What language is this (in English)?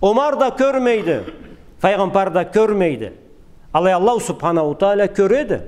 Karachay-Balkar